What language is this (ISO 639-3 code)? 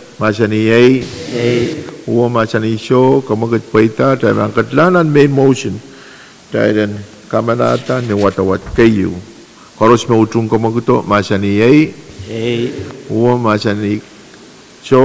pon